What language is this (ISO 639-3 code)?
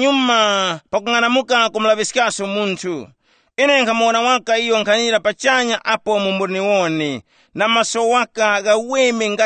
tum